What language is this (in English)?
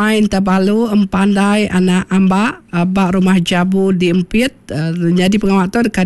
Iban